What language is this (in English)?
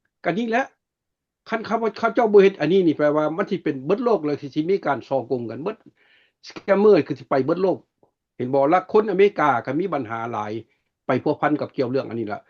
Lao